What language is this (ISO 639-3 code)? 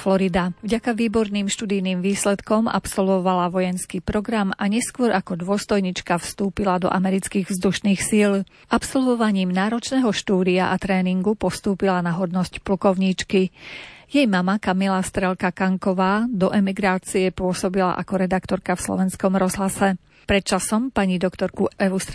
slk